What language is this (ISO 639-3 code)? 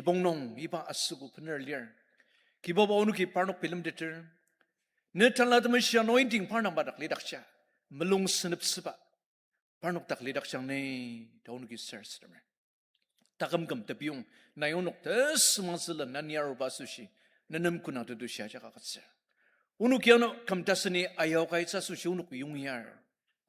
njo